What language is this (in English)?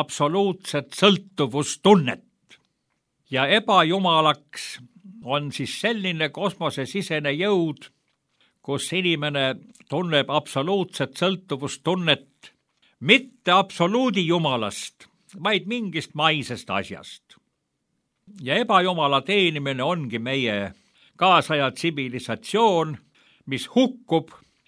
Estonian